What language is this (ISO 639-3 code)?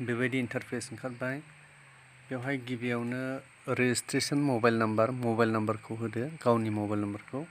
brx